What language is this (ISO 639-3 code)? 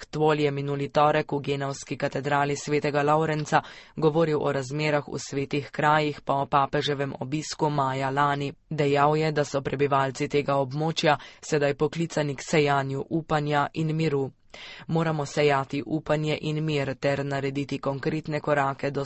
slv